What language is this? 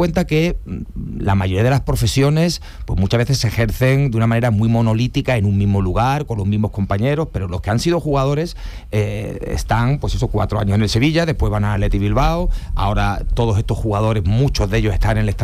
Spanish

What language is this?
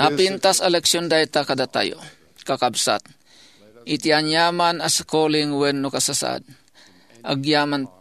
Iloko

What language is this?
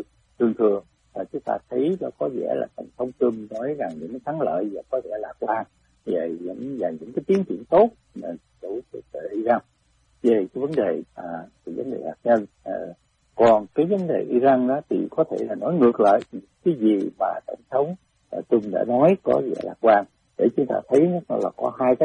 Vietnamese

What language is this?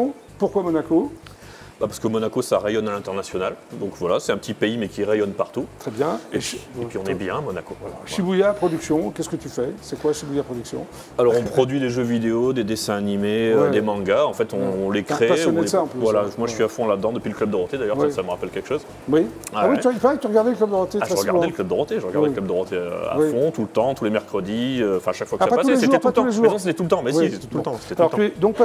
French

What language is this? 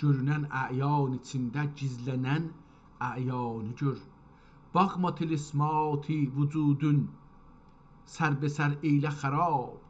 South Azerbaijani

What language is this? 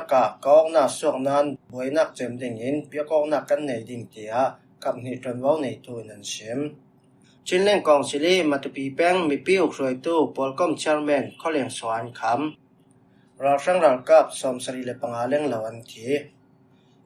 Falam Chin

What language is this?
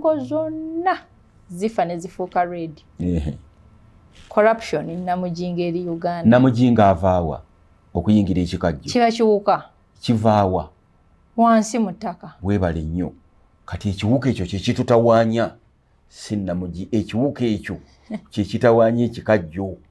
Ganda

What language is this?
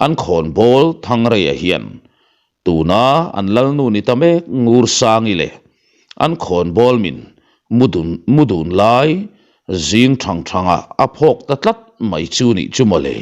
Mizo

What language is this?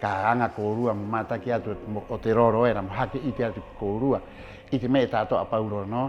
Rapanui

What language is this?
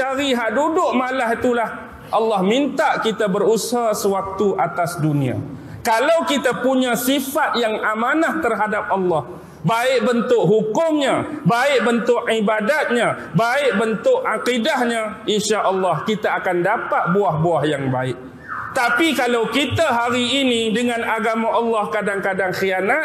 Malay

